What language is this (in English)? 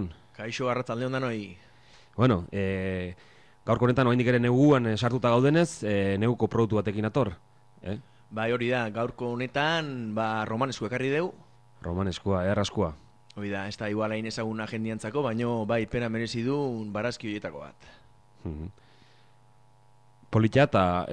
Basque